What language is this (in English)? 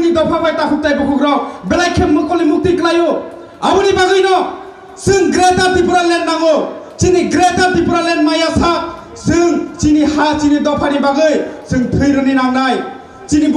Kok Borok